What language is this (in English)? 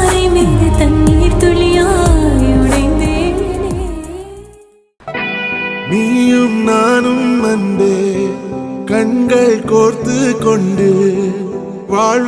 Tamil